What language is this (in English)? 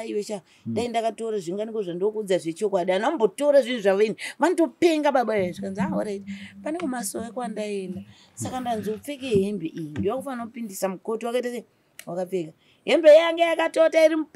Shona